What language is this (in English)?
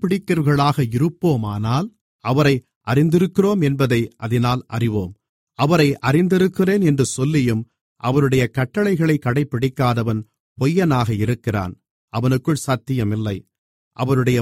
Tamil